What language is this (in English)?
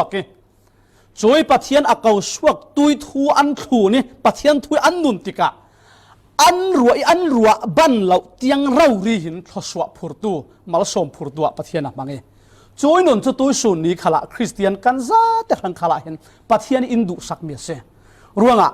Falam Chin